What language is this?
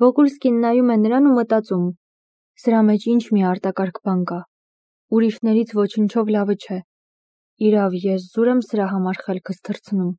Armenian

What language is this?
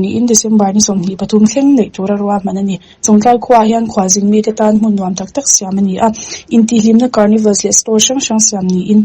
Mizo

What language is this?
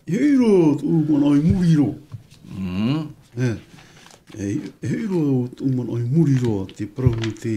Tahitian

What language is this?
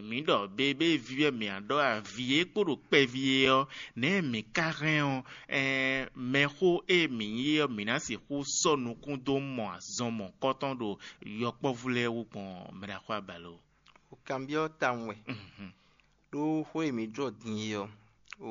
Fon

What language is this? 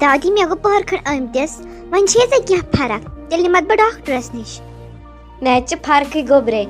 Kashmiri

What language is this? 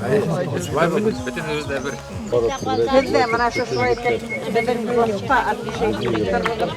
Bashkir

